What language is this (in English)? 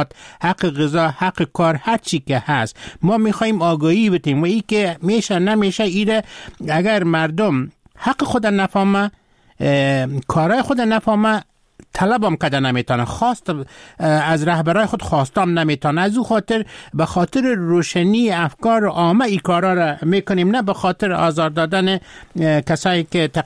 Persian